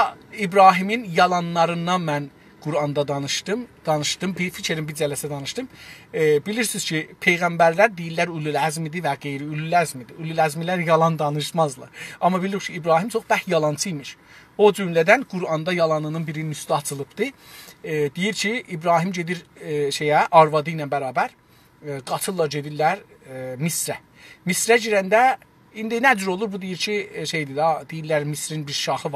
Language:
South Azerbaijani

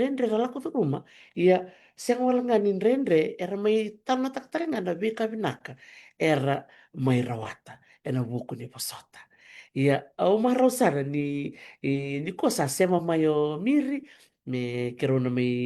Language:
Fijian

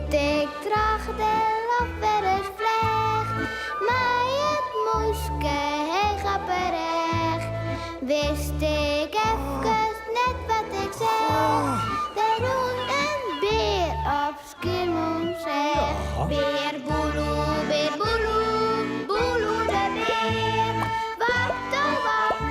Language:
Western Frisian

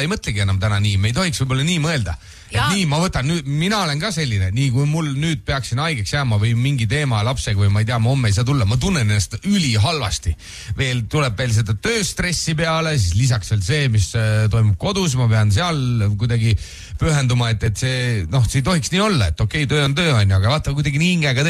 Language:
Estonian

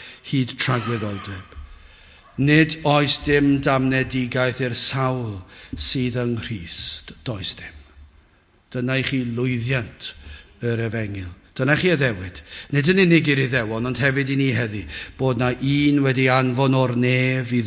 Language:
Welsh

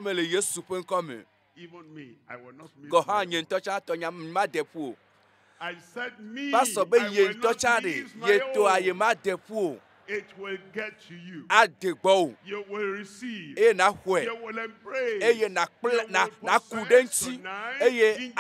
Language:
Ewe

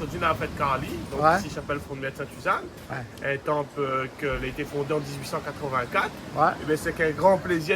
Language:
Réunion Creole French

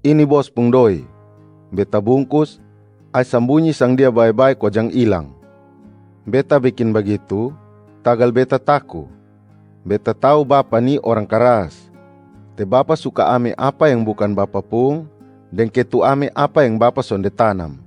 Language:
Kupang Malay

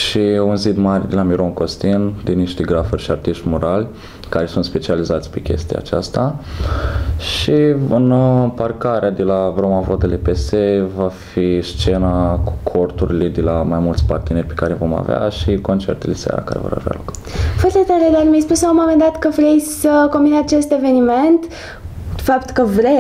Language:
Romanian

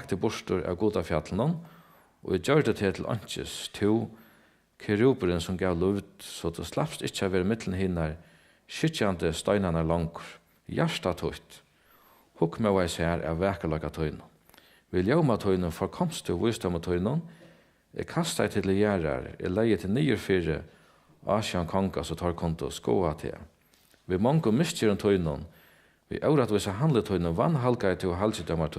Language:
Faroese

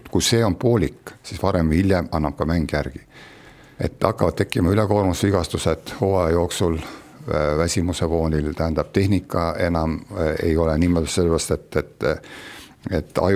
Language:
Estonian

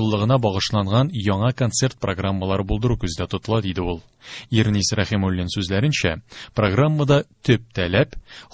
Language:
Tatar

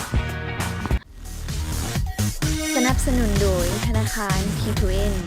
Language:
Lao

